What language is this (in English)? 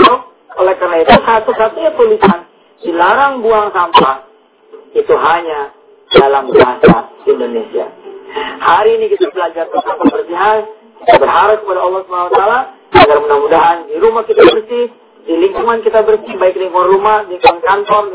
Indonesian